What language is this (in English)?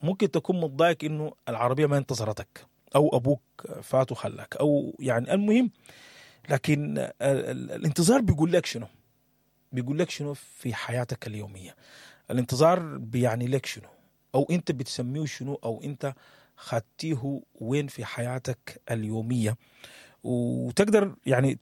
Sudanese Arabic